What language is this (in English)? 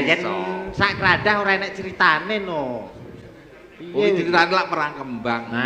Javanese